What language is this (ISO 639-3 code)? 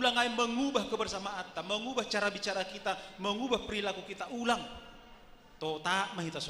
bts